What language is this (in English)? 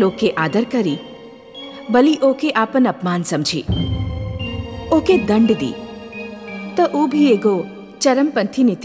Bhojpuri